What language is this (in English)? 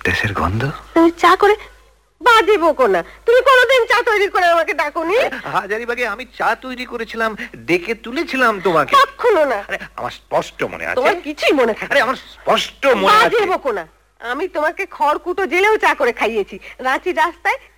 Bangla